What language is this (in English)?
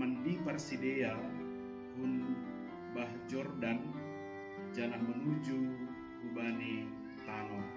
Batak Simalungun